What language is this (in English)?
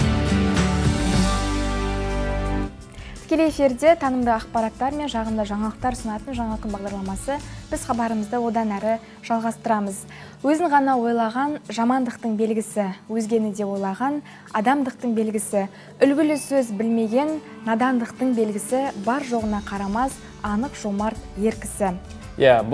Kazakh